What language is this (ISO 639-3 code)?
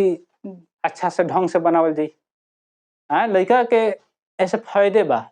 bho